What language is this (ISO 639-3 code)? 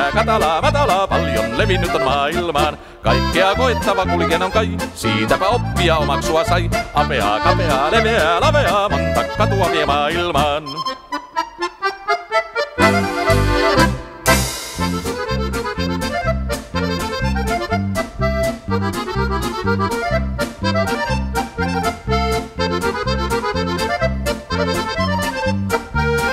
fin